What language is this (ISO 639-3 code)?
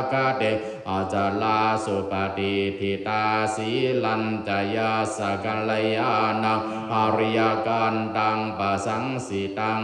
pli